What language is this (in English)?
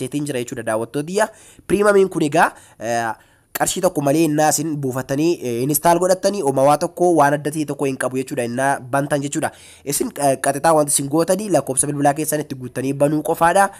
Oromo